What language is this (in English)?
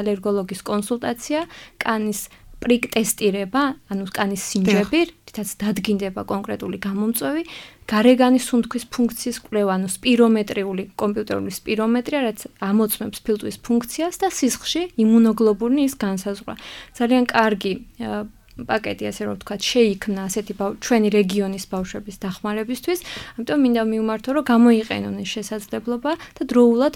Georgian